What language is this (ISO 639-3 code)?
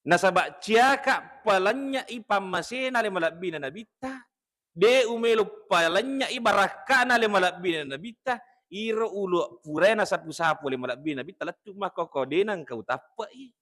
bug